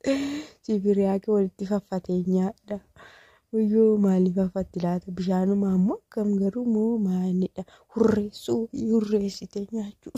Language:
Oromo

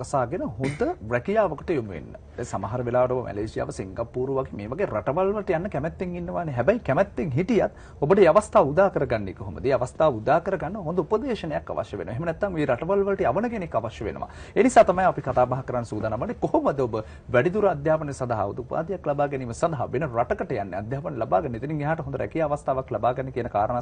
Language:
Sinhala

